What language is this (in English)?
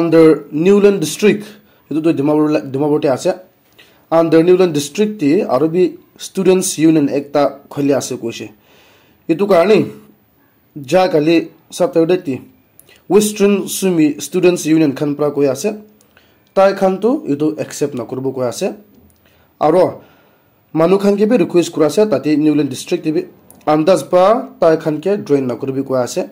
Naga Pidgin